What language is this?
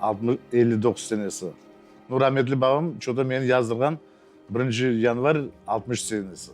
Crimean Tatar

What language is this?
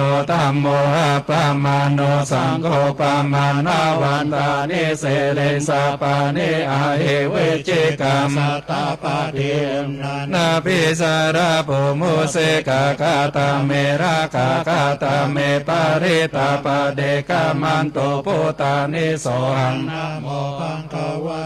Pali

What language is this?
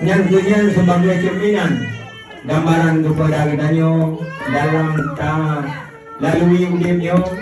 Achinese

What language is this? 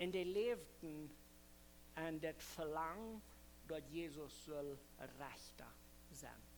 Plautdietsch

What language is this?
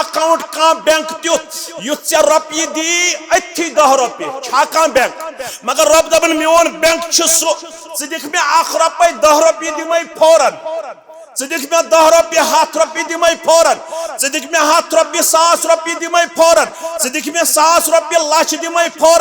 Kashmiri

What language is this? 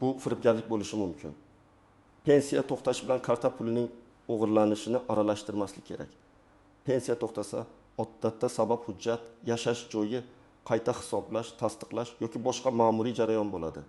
Uzbek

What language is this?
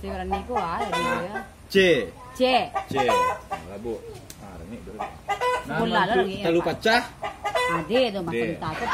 Minangkabau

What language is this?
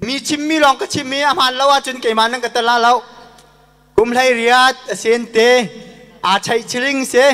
Hakha Chin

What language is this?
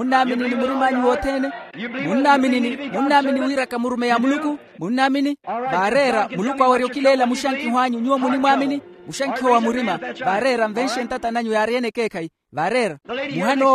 Makhuwa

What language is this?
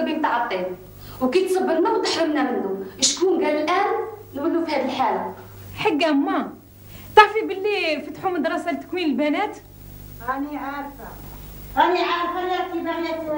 Algerian Arabic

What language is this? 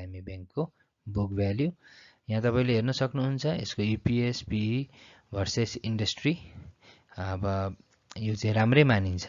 Nepali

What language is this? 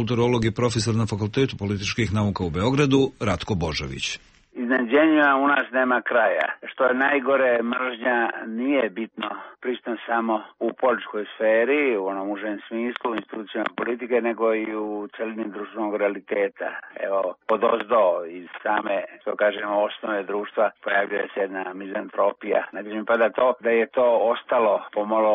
Serbian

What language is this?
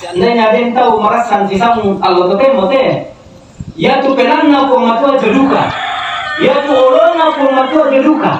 Toraja-Sa'dan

